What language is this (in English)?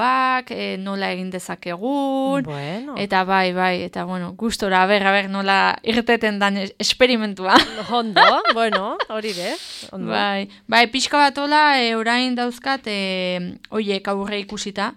Basque